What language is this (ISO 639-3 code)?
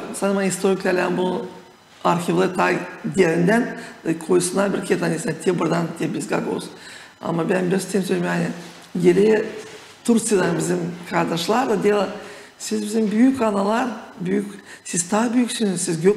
gag